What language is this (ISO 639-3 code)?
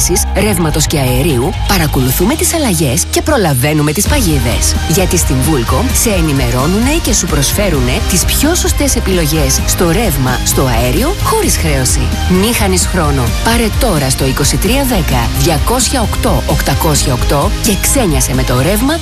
ell